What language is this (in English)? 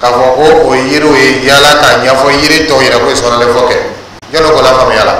Dyula